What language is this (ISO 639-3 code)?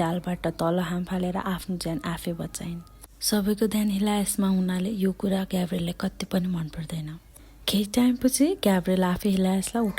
nep